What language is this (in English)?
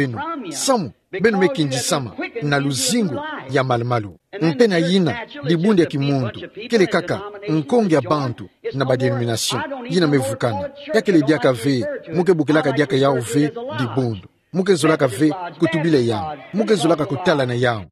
Kituba (Democratic Republic of Congo)